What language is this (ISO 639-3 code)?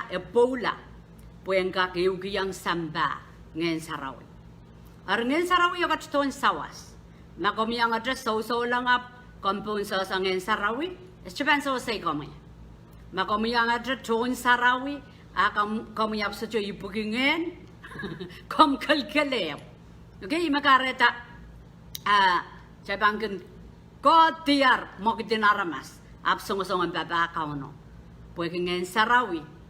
pon